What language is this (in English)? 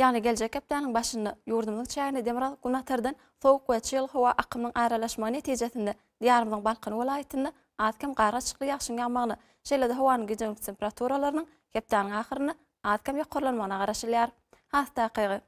Turkmen